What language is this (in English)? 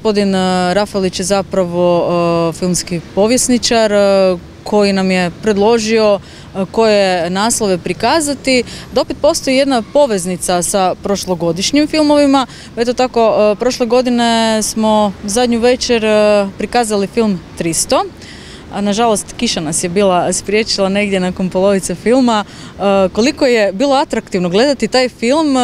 Croatian